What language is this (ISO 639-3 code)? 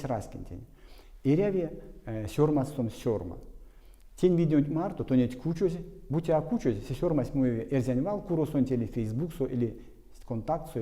myv